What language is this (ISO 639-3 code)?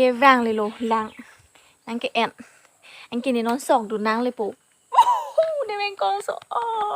mjw